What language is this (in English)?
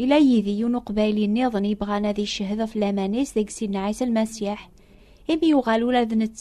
Kabyle